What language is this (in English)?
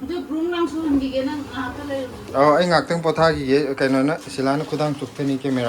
Manipuri